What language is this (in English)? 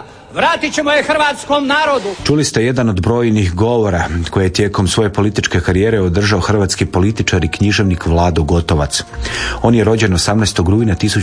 Croatian